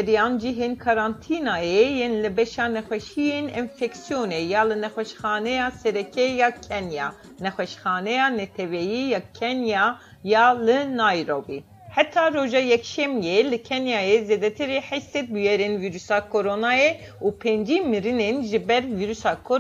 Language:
Kurdish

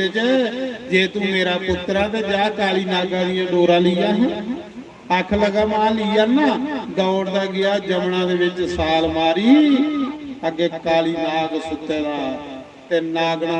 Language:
Dogri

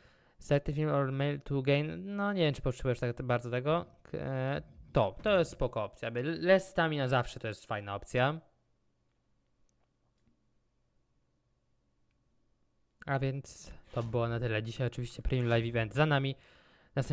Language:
Polish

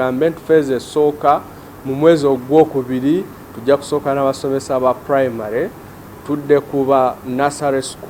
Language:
Ganda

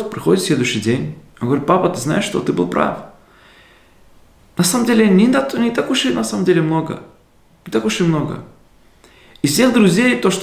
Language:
Russian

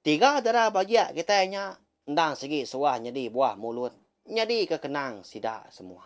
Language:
Iban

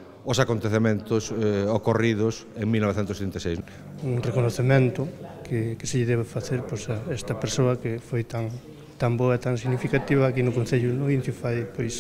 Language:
Galician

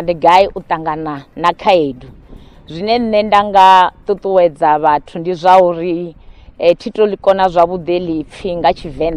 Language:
Venda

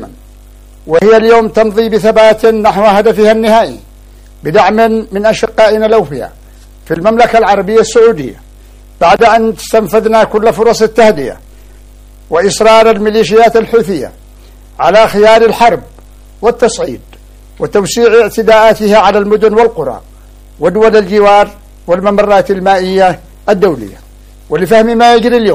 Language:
Arabic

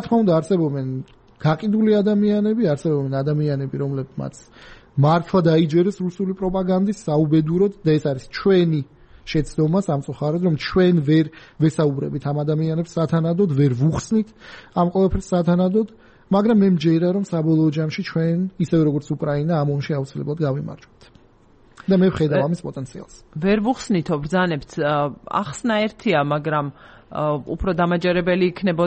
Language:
Georgian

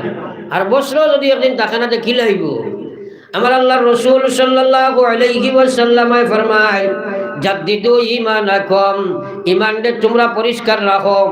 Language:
Sylheti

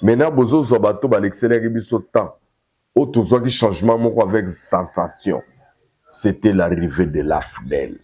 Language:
Lingala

